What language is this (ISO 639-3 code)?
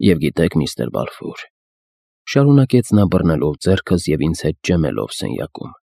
hye